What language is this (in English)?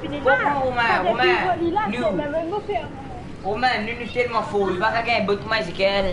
Morisyen